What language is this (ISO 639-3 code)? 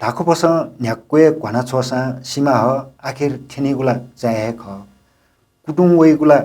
new